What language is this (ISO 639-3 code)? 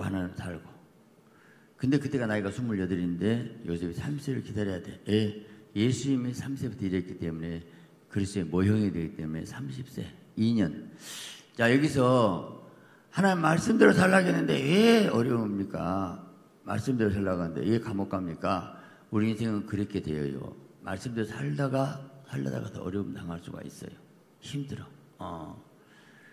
kor